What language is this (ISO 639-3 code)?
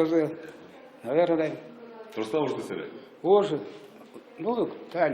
udm